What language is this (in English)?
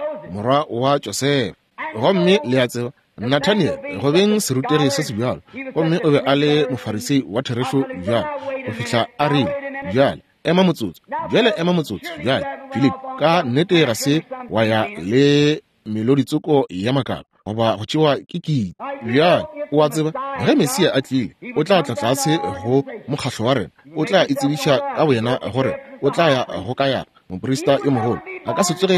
Northern Sotho